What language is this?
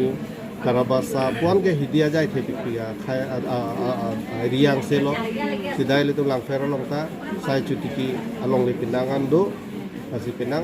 Karbi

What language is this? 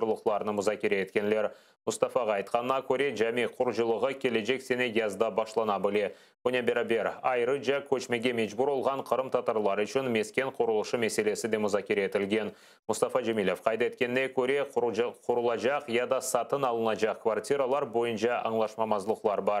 Crimean Tatar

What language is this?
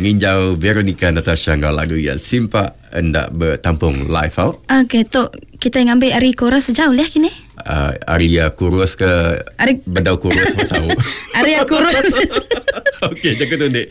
Iban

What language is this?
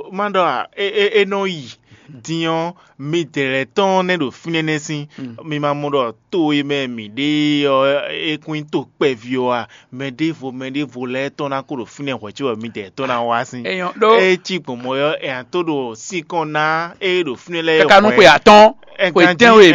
Fon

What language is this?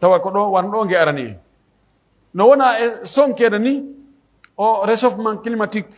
Pular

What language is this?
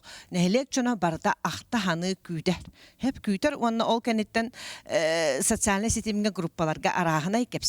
Yakut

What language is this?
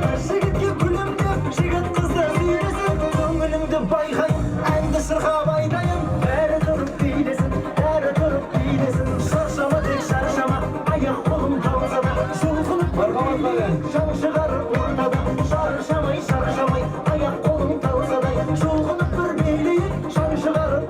Kara-Kalpak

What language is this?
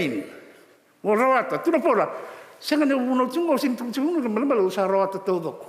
Fijian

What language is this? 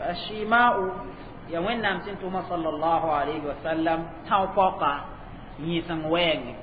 Mossi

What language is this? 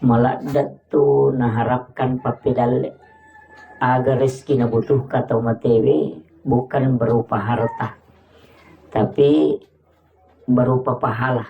Buginese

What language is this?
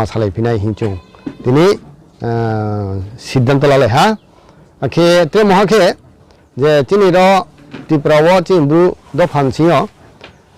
Riang (India)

